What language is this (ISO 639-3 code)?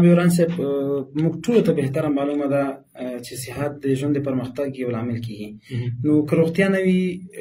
pus